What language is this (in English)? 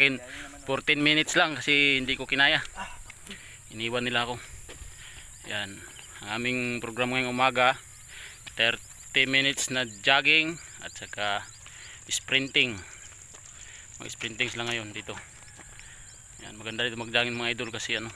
Filipino